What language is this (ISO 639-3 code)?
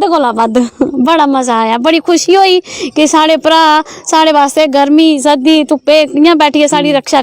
doi